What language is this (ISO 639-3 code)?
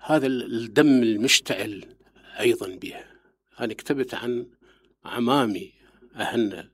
acm